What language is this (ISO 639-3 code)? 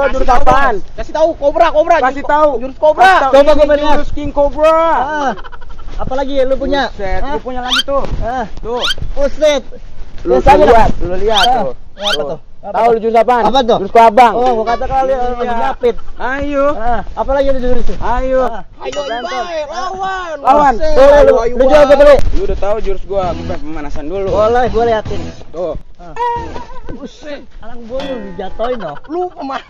bew